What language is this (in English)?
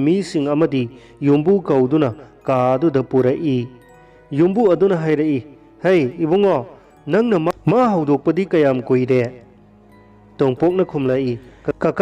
Manipuri